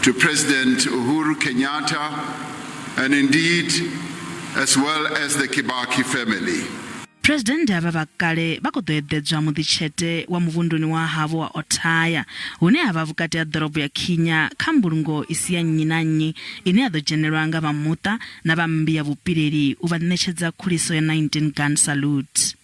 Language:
Venda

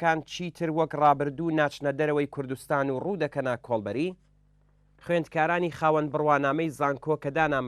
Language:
Central Kurdish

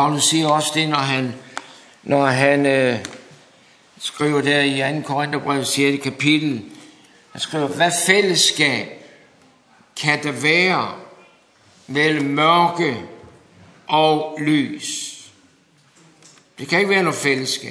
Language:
Danish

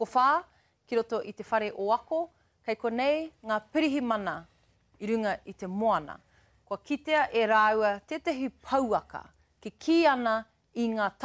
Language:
Māori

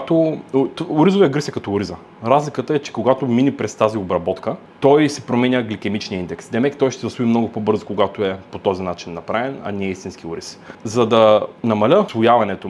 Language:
Bulgarian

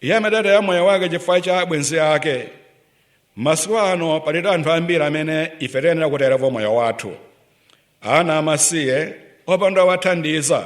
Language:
Nyanja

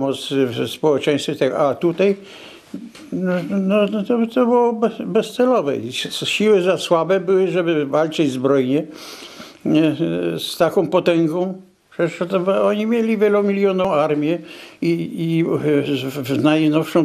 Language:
Polish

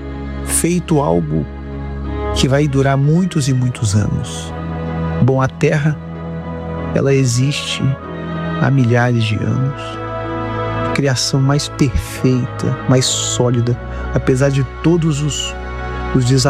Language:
Portuguese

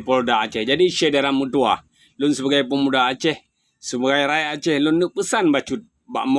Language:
Achinese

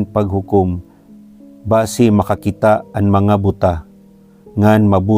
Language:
Waray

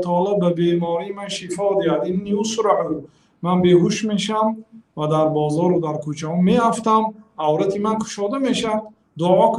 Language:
Tajik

